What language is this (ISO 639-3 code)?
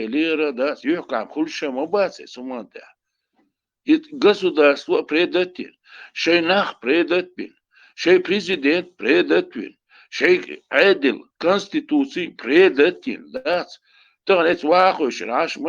che